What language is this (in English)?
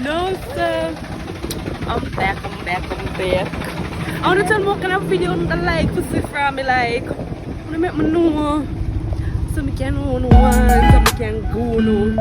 Jamaican Creole English